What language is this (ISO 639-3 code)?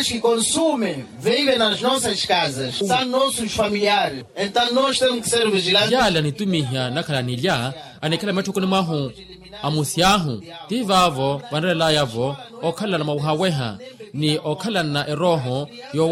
vmw